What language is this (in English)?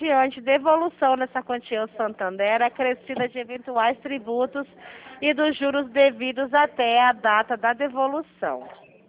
Portuguese